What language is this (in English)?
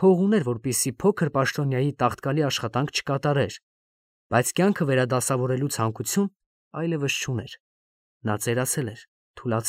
Armenian